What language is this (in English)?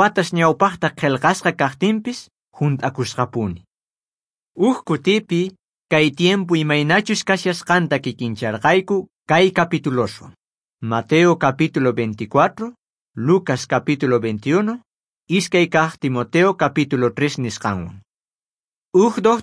South Bolivian Quechua